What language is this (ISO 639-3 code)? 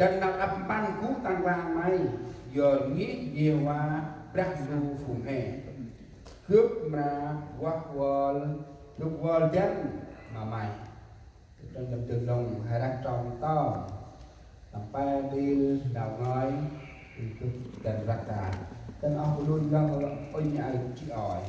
cmo